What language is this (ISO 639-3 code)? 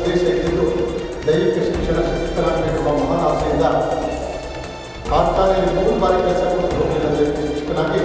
kan